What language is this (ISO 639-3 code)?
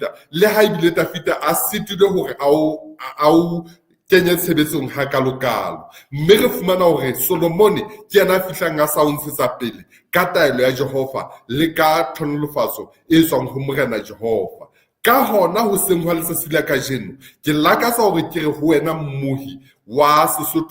sot